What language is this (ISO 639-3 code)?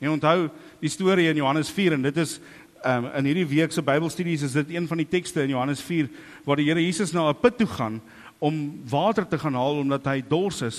afr